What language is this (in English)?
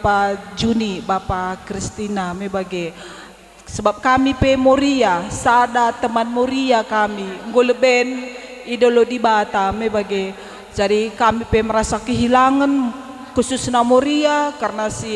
Batak Karo